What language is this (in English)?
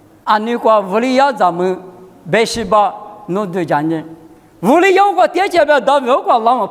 Lisu